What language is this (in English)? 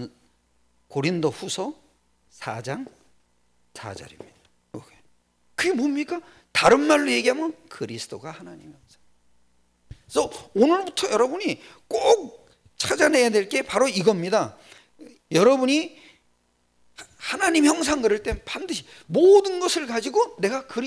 Korean